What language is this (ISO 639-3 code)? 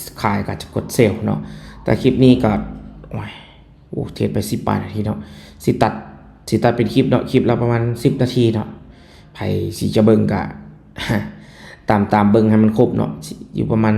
lao